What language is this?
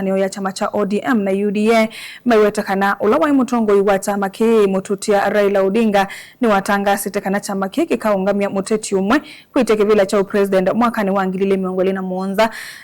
Kamba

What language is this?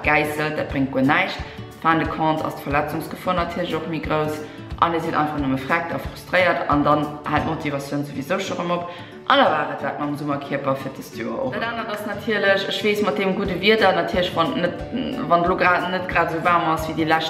Luxembourgish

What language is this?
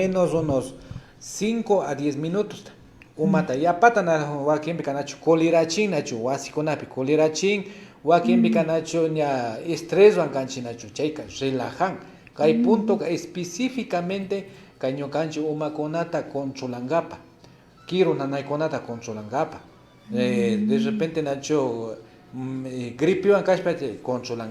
Imbabura Highland Quichua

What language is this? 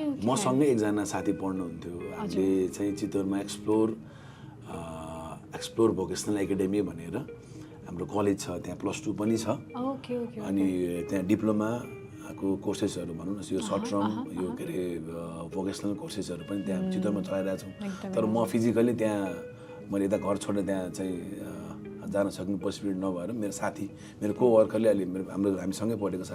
Nepali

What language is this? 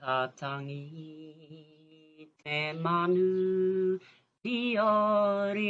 Māori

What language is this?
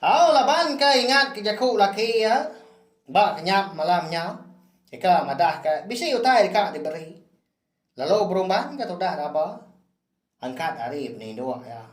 Iban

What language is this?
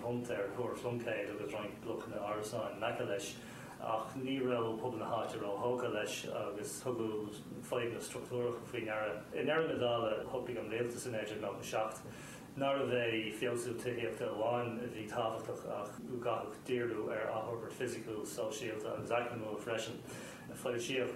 Irish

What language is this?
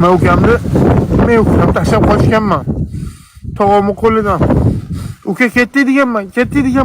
Uzbek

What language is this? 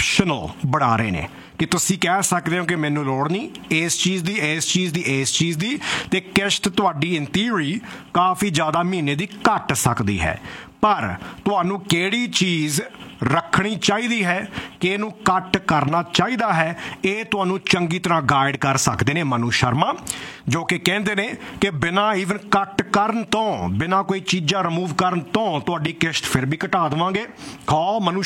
Punjabi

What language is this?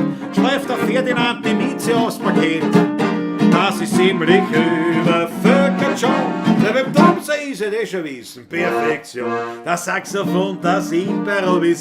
Bavarian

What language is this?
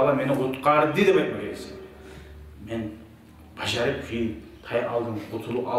Kumyk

